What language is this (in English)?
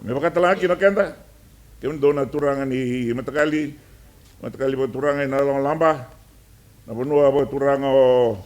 Fijian